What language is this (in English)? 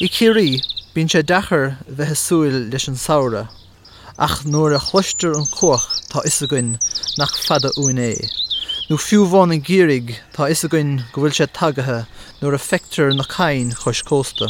Irish